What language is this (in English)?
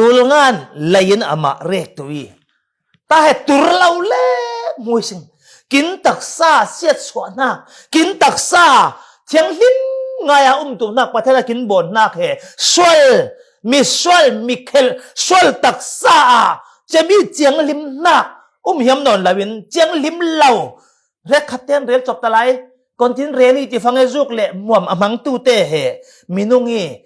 Falam Chin